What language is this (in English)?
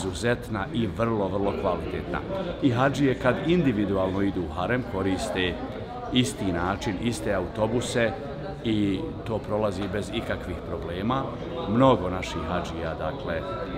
Bosnian